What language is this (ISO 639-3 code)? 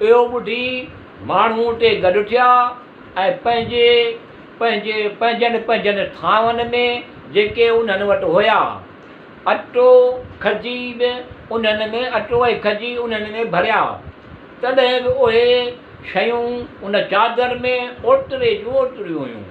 snd